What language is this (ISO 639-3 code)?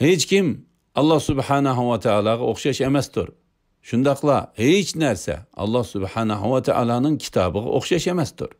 uig